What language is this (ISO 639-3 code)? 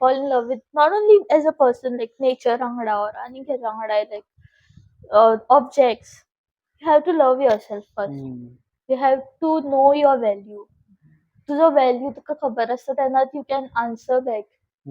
kok